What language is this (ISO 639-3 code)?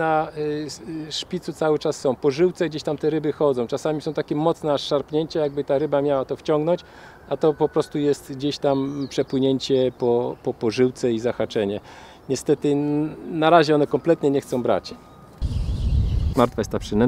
pol